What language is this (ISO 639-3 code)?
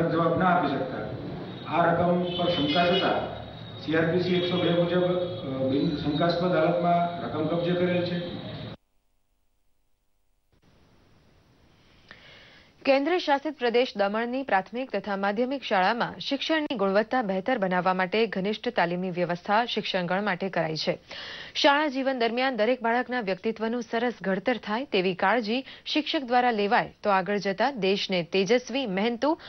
guj